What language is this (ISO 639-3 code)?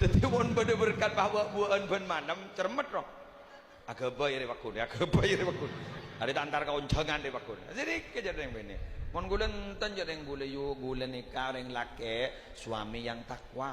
mad